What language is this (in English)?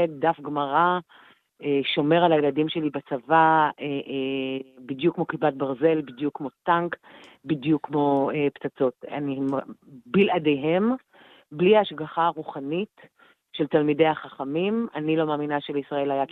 Hebrew